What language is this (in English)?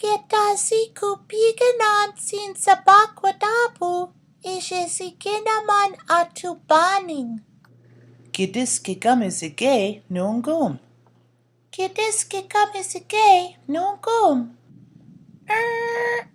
Chippewa